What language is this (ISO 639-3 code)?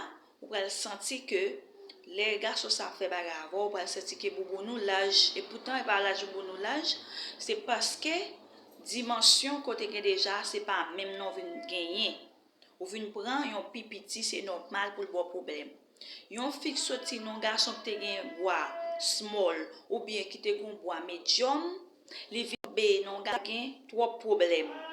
hat